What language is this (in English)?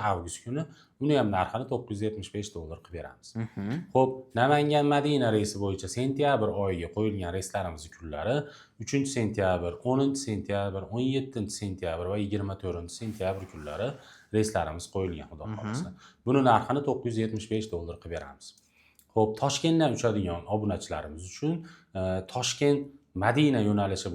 Uzbek